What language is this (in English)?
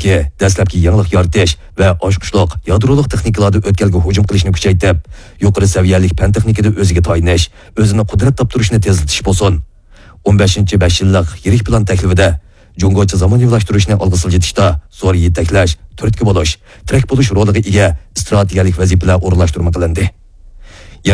Uyghur